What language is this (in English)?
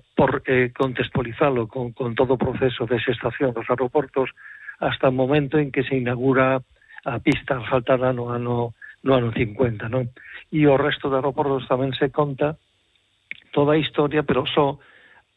Galician